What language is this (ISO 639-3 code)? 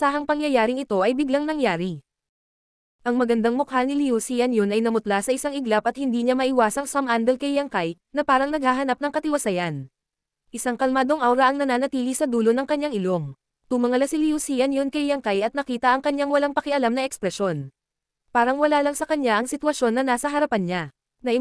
fil